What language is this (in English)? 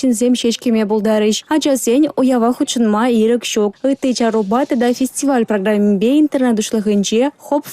Chuvash